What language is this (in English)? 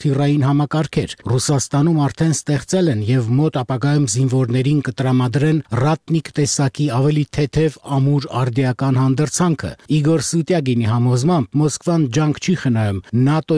Armenian